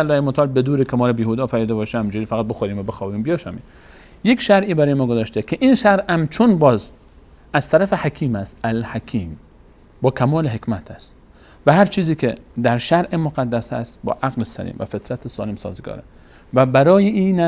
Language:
Persian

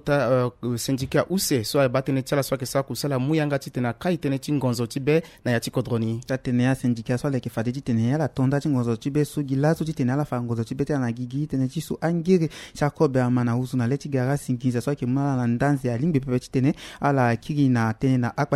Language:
Sango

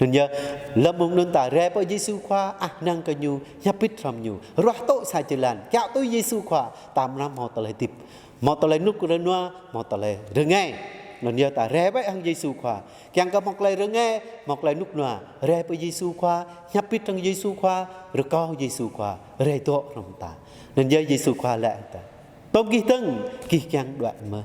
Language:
Jarai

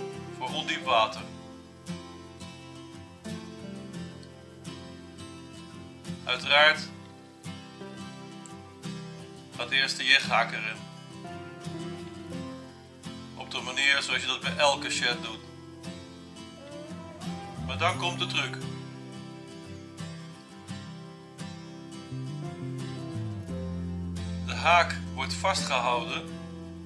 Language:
Dutch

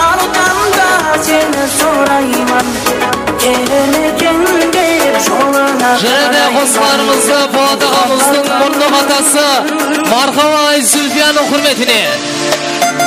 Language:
Kara-Kalpak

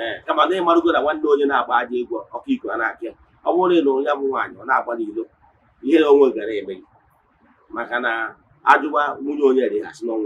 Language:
Igbo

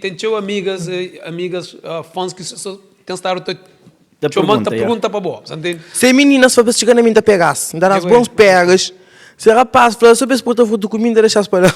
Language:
Kabuverdianu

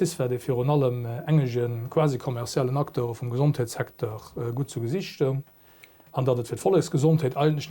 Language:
Luxembourgish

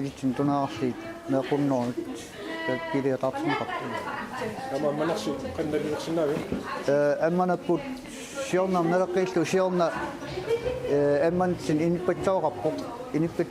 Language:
Kalaallisut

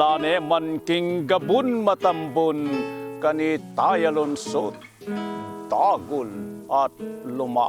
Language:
Pampanga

